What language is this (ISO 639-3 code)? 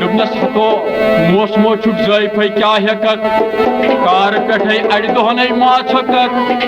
kas